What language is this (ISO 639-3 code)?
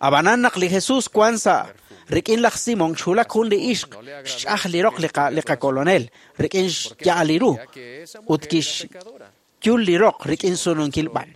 kek